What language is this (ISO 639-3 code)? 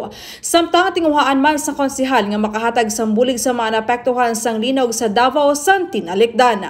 hil